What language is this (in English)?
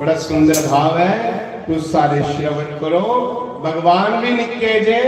Dogri